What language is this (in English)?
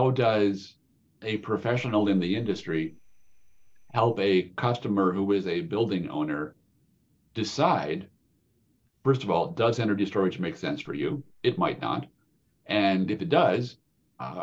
English